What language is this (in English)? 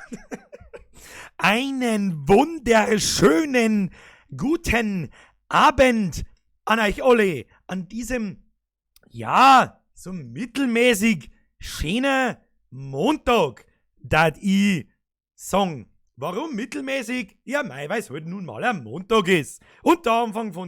Bavarian